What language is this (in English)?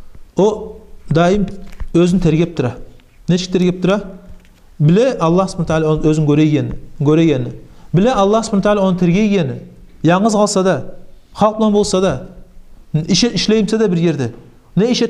Kumyk